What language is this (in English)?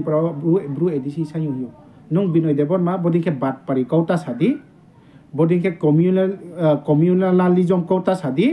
Riang (India)